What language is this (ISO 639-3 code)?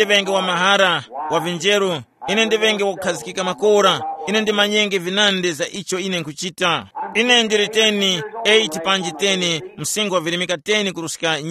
tum